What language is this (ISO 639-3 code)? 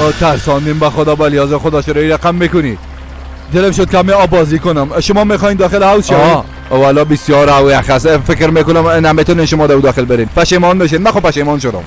fas